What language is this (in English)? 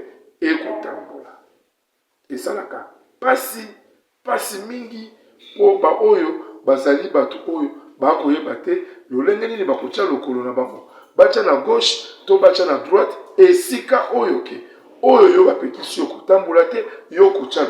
Lingala